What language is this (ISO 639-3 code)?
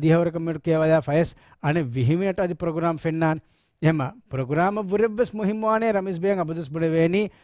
div